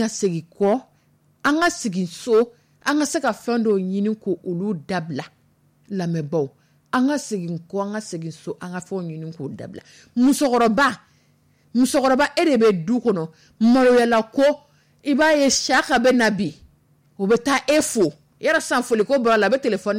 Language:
Dyula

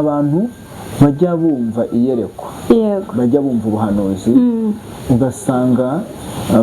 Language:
Kinyarwanda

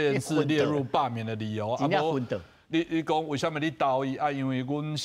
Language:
Min Nan Chinese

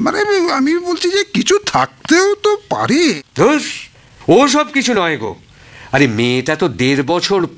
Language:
Bangla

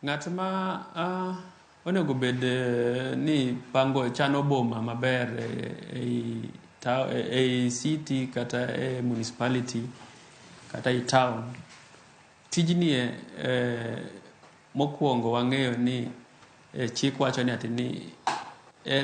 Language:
Luo (Kenya and Tanzania)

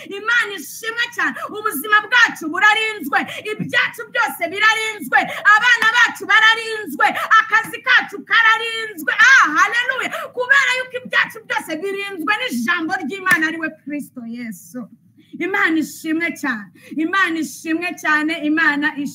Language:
Kinyarwanda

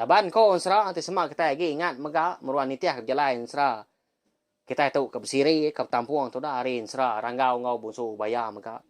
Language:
Iban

